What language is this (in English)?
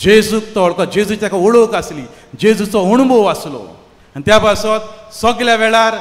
Konkani